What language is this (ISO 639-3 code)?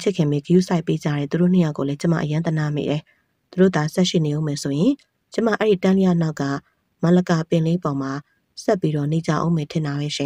mya